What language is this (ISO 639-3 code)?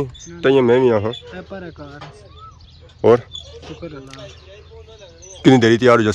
phr